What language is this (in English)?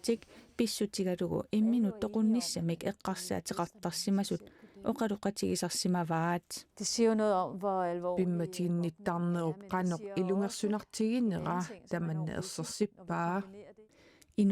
Kalaallisut